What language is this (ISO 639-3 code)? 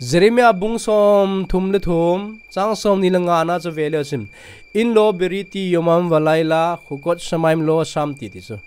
tcz